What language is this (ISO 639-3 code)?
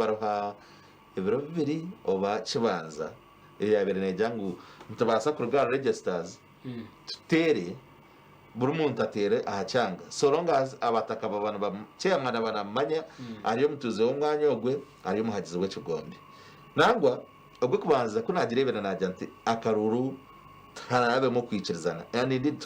nyn